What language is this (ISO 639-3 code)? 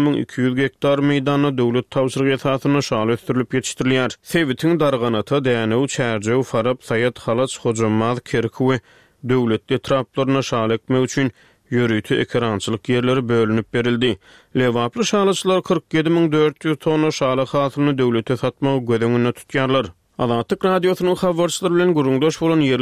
tuk